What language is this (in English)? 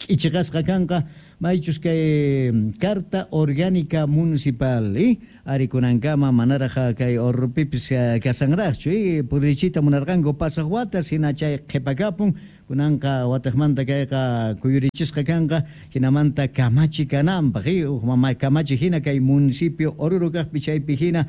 Quechua